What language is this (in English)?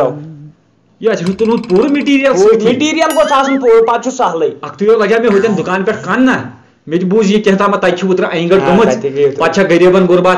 Kashmiri